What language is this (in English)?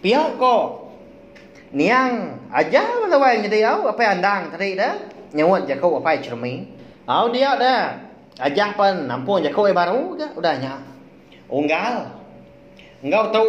Iban